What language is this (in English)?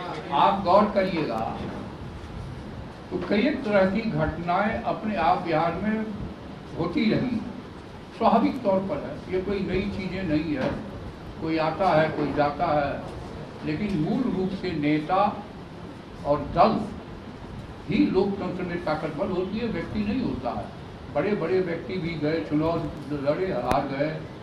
Hindi